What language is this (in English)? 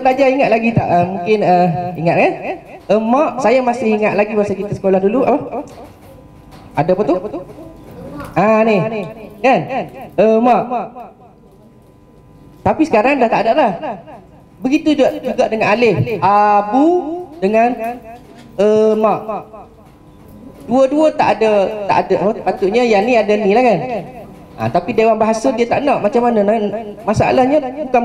Malay